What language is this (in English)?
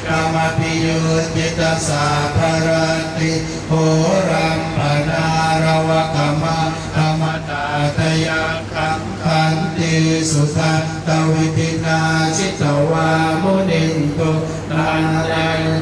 Pali